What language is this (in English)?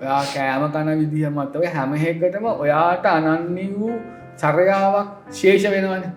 Sinhala